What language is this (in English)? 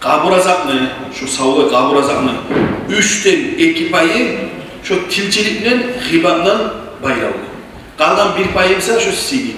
Kumyk